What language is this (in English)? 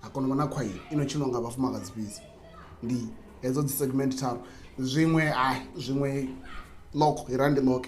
Venda